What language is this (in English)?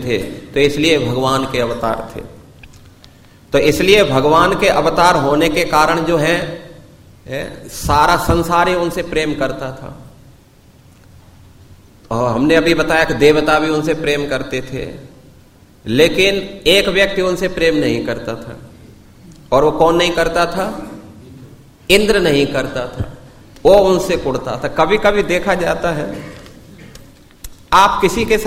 Hindi